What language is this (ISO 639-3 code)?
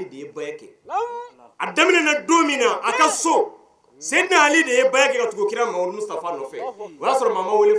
bam